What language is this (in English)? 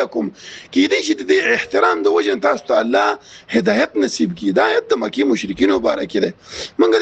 Pashto